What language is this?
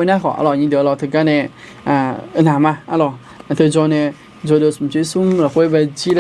Akha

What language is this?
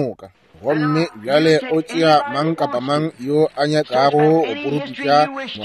Northern Sotho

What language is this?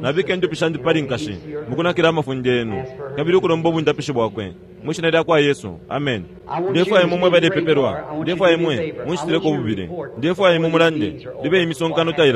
Bemba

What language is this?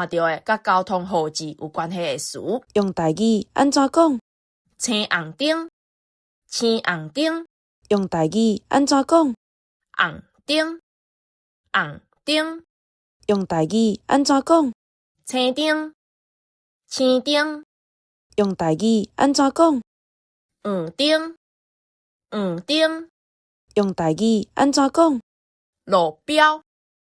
Min Nan Chinese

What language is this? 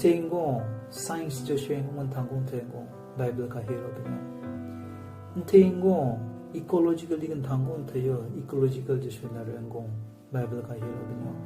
Southern Rengma Naga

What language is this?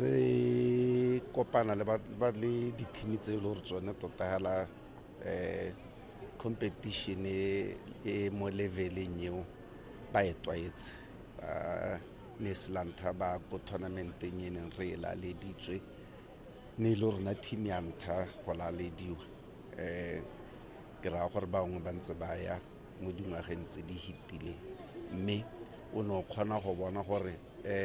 Tswana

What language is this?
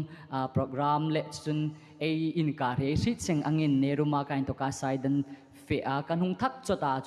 Hmar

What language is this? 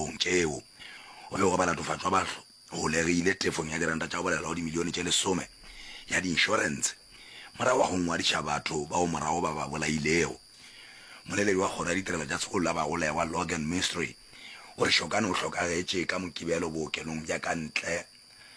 Northern Sotho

